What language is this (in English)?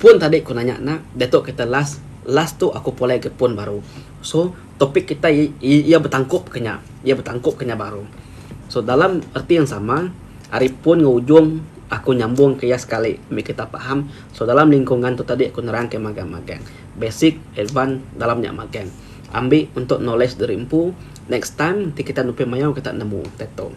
Iban